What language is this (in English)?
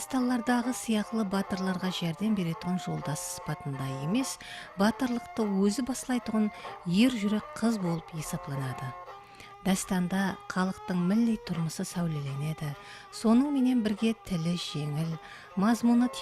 Kara-Kalpak